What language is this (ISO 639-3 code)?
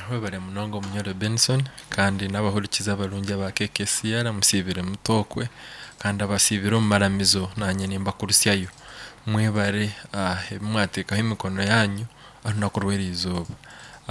nyn